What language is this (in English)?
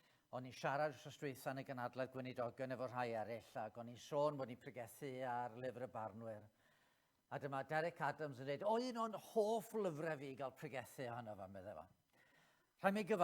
Welsh